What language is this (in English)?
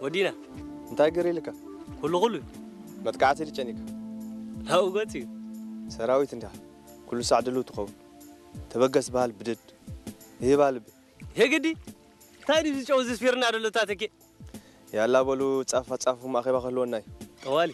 Tigrinya